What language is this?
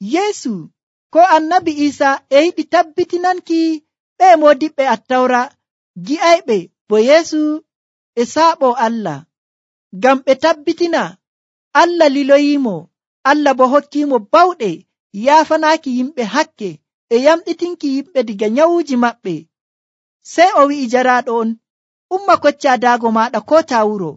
Nigerian Fulfulde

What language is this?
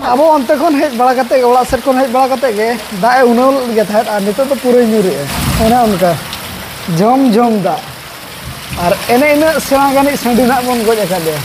Santali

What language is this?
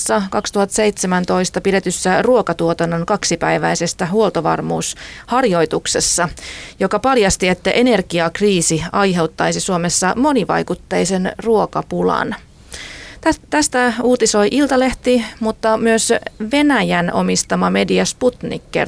Finnish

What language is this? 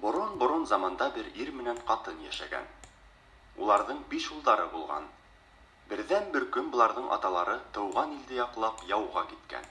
Bashkir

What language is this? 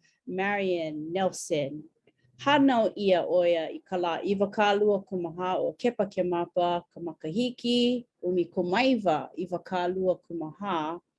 Hawaiian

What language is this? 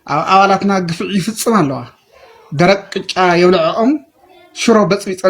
Tigrinya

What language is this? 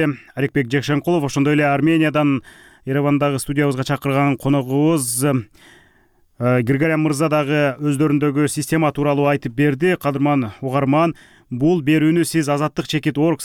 Kyrgyz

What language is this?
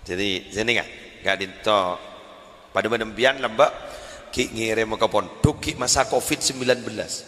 Madurese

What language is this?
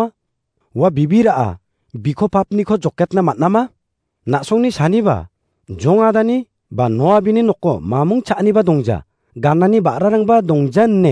Garo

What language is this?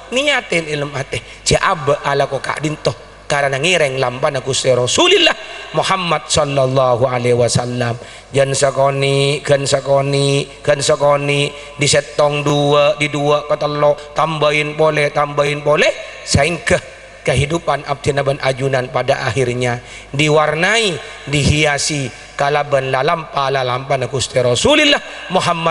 Madurese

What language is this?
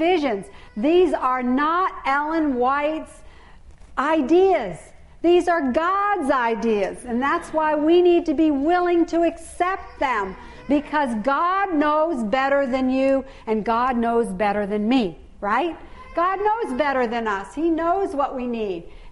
English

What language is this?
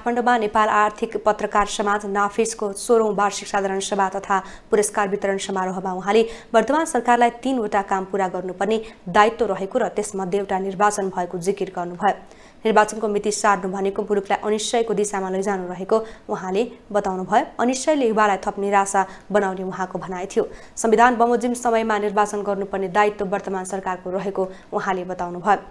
Nepali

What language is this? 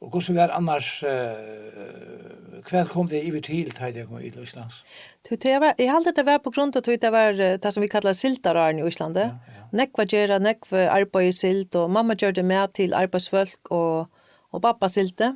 Faroese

